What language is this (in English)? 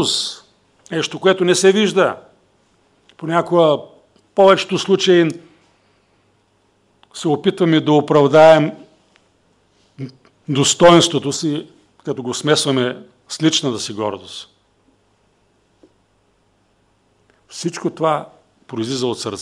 Bulgarian